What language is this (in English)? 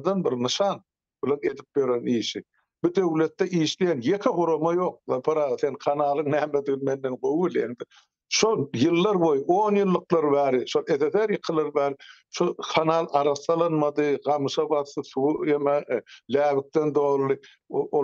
Turkmen